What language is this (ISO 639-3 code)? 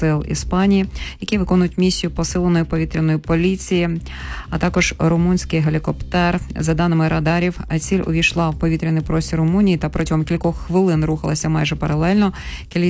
ukr